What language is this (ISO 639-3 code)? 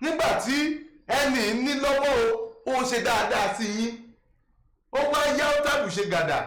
yor